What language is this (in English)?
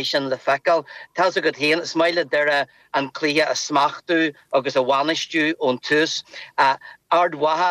Irish